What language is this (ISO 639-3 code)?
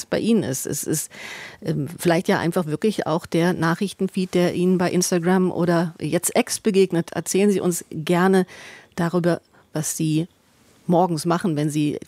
deu